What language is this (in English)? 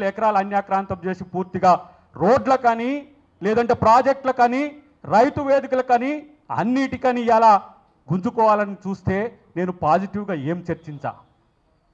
Telugu